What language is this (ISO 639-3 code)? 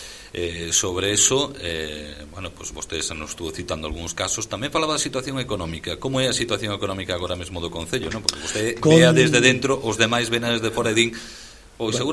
glg